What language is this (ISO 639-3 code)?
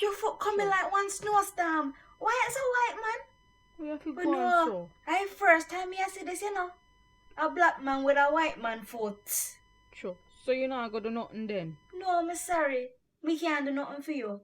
jam